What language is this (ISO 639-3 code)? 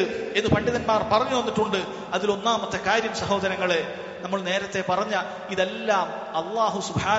mal